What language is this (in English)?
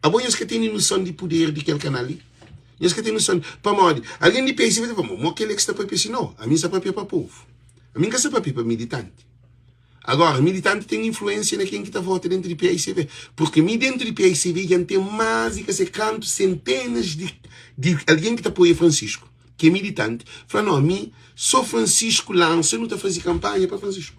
Kabuverdianu